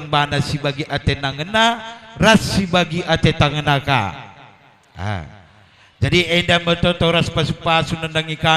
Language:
Batak Karo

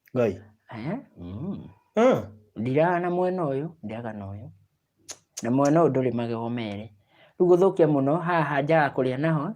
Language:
Kikuyu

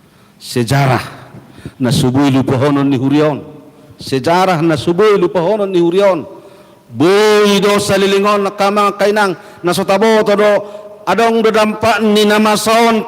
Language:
Batak Toba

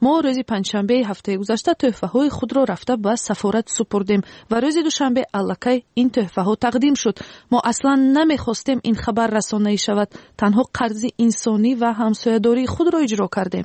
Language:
Tajik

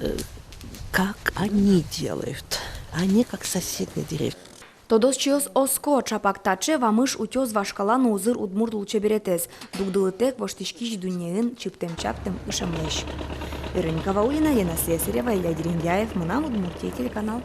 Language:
Udmurt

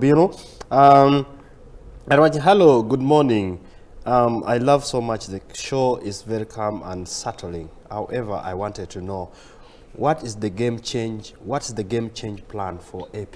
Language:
Acoli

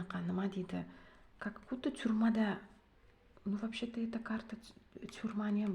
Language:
Uzbek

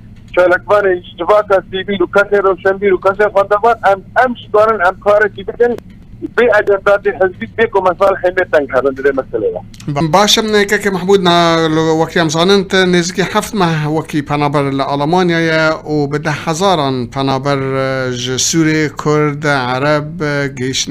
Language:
Kurdish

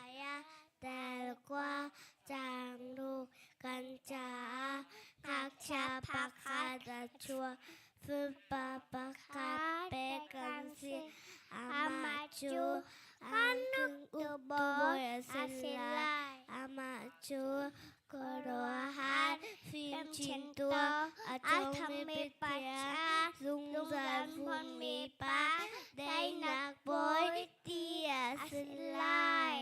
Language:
Hakha Chin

